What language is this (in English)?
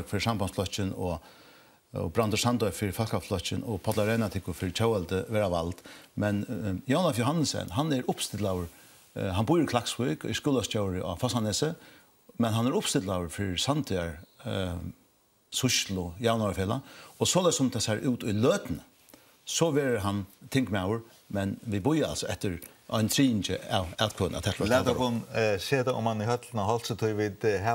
Faroese